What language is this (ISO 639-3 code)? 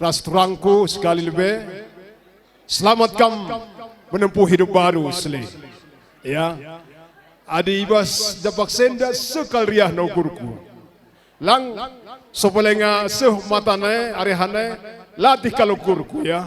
btx